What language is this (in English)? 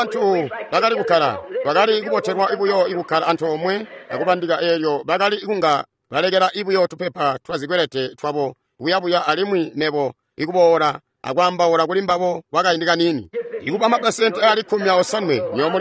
Tonga (Zambia)